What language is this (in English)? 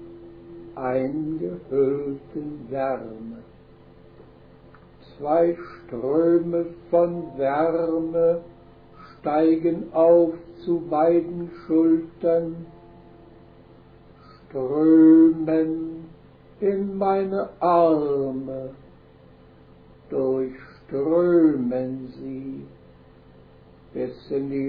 German